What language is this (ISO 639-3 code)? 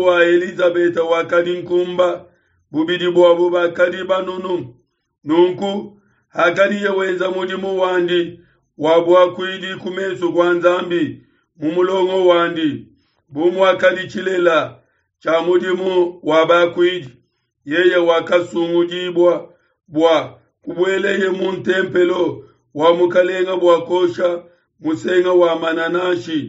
lua